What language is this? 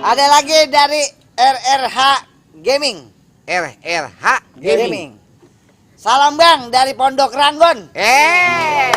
Betawi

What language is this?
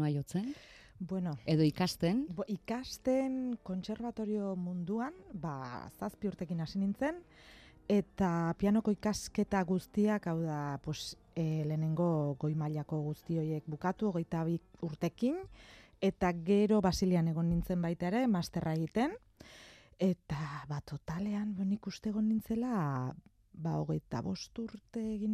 Basque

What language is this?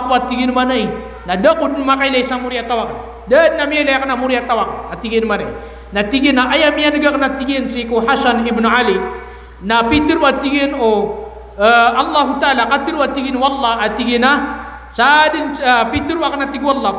Maranao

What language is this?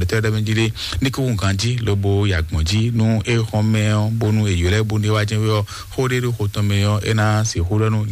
Fon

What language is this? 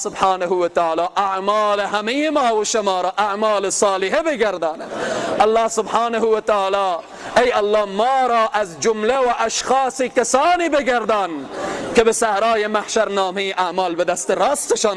Persian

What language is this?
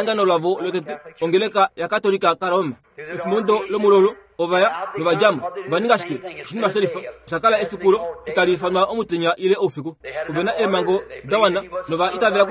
Kuanyama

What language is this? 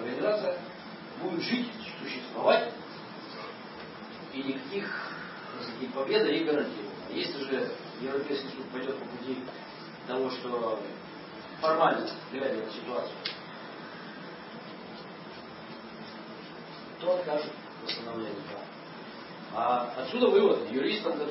Russian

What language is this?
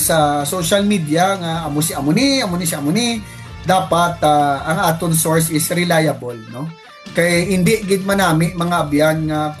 Hiligaynon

